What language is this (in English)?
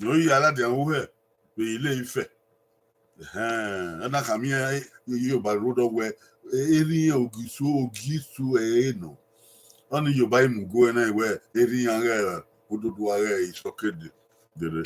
Bini